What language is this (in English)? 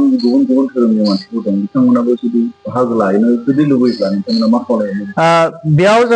Bodo